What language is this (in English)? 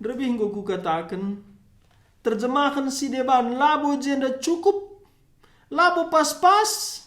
Batak Karo